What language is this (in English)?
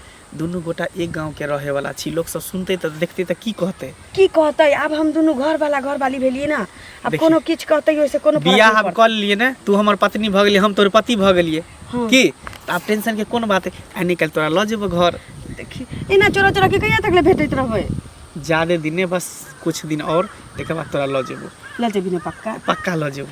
Maithili